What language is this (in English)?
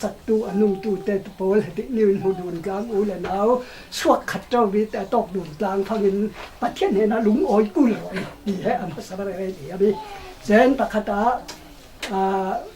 Falam Chin